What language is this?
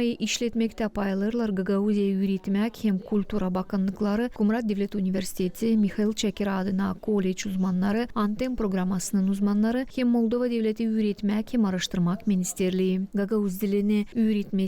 Gagauz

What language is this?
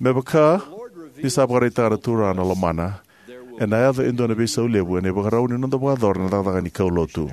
Fijian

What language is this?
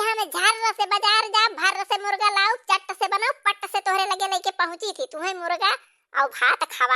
Awadhi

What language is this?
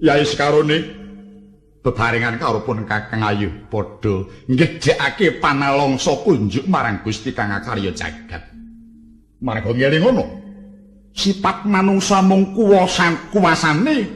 Javanese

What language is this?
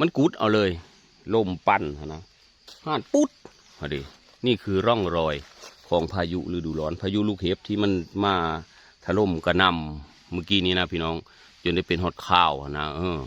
Northeastern Thai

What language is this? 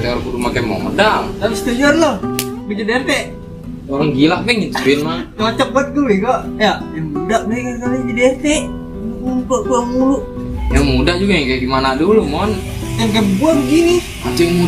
Betawi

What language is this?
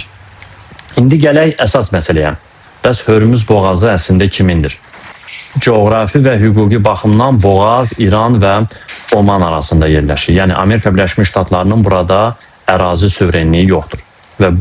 Azerbaijani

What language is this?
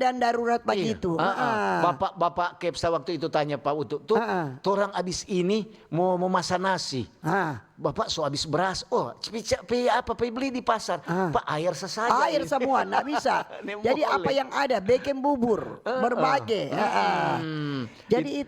Manado Malay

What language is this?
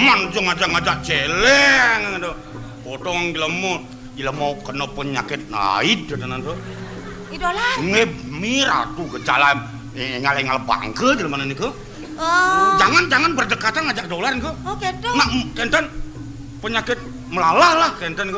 Balinese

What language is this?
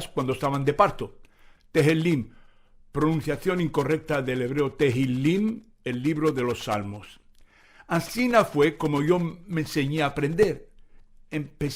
Ladino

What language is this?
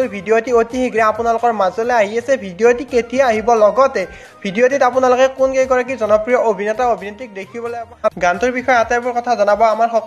Assamese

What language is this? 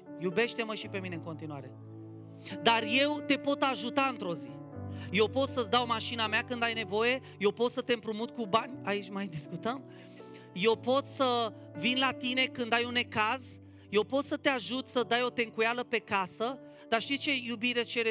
Romanian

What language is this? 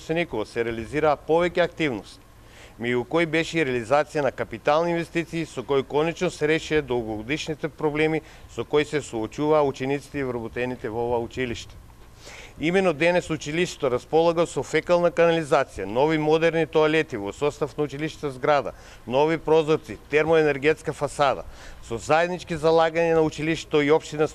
Macedonian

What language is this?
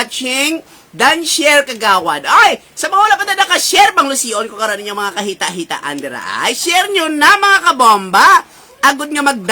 Hiligaynon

